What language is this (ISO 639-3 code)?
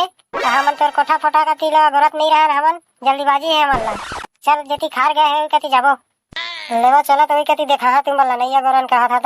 hne